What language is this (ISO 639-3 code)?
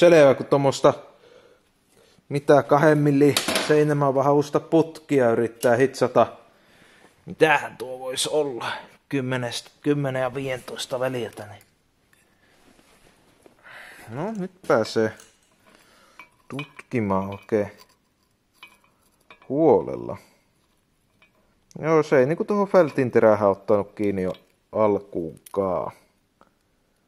fin